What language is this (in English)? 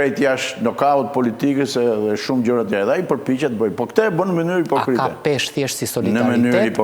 Albanian